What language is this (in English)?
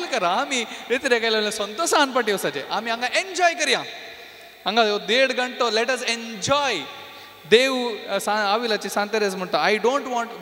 Konkani